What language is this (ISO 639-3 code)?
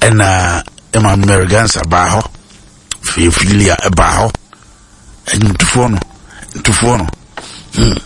aka